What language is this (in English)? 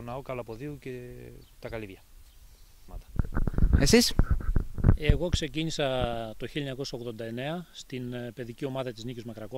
Greek